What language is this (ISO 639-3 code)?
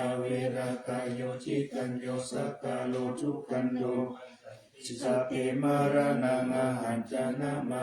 pli